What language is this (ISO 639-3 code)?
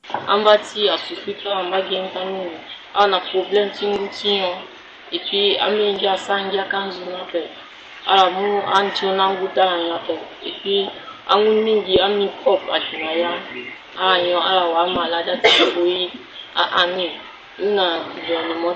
sag